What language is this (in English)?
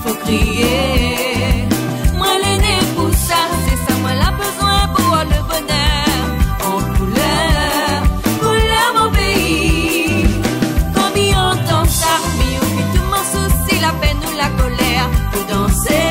Réunion Creole French